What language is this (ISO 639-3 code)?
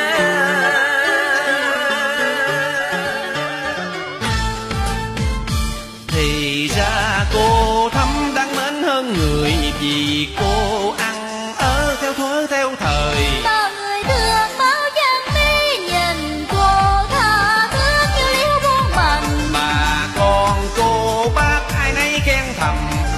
vie